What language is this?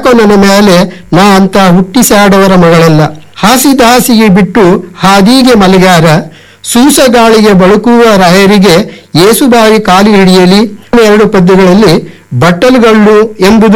Kannada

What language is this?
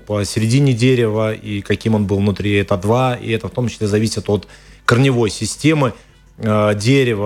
Russian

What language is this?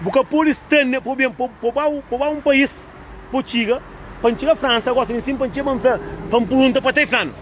Kabuverdianu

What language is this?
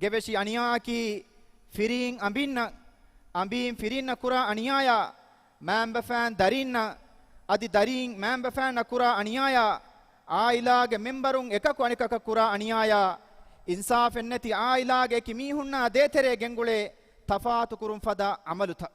Divehi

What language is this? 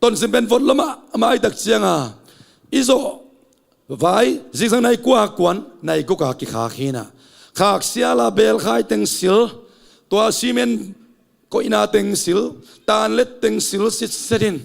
Tedim Chin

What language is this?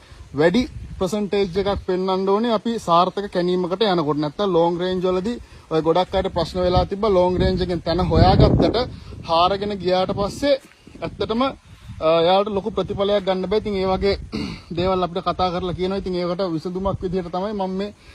Sinhala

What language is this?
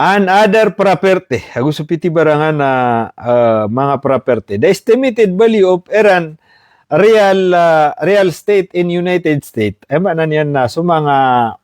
Maranao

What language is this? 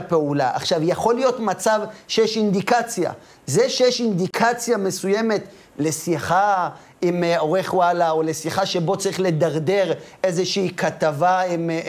Hebrew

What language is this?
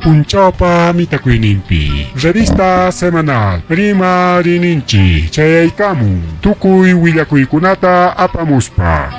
Ayacucho Quechua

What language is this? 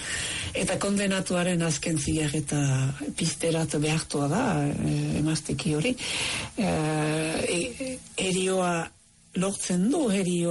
Basque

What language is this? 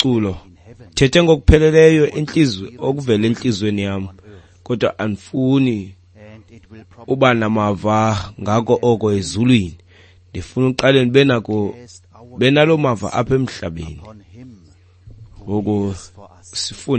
Xhosa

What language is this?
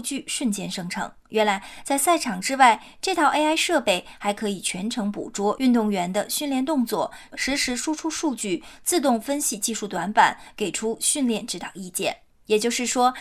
Chinese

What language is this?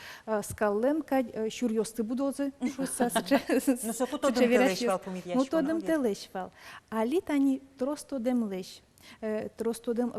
Udmurt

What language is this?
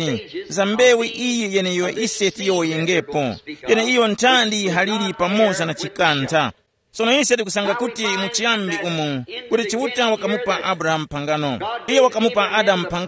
Tumbuka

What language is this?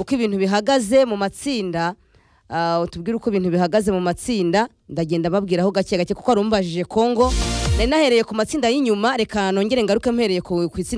Kinyarwanda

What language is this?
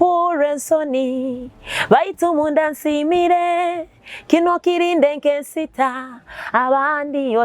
Nyoro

